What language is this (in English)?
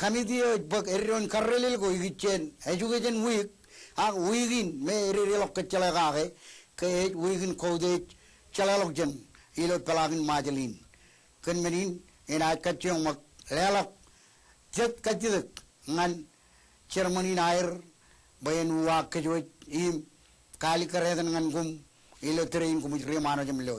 Marshallese